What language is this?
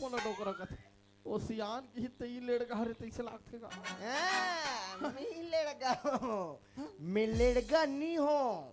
Chhattisgarhi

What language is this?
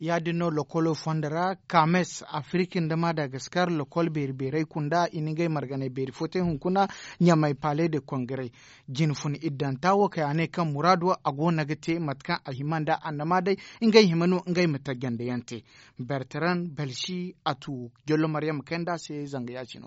Zarma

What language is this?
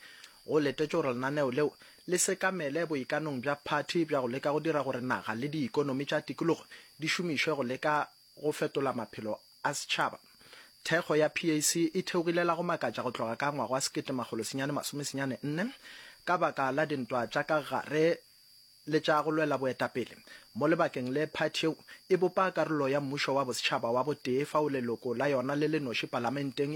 Northern Sotho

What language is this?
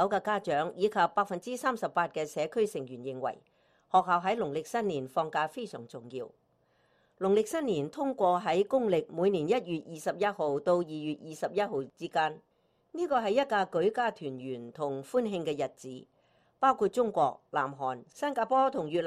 Cantonese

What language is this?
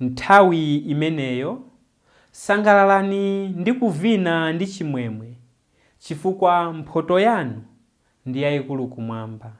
Nyanja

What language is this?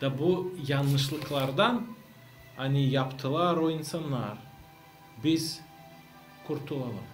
Gagauz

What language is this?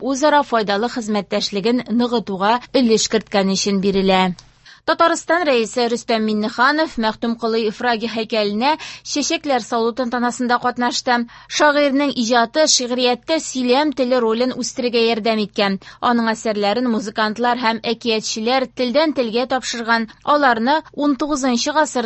Tatar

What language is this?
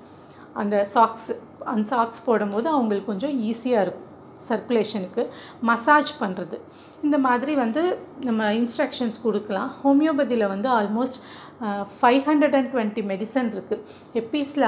Tamil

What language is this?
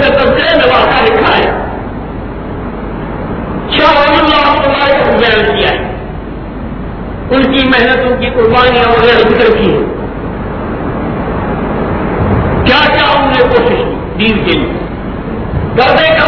Urdu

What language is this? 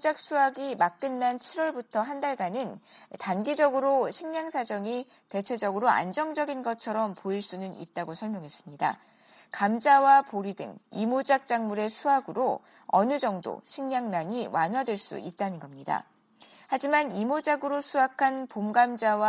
Korean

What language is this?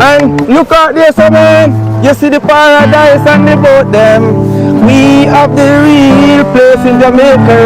Jamaican Creole English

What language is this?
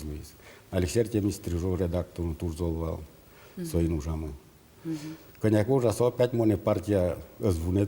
Udmurt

